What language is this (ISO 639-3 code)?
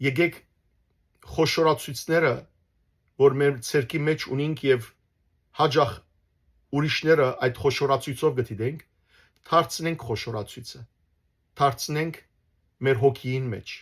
hyw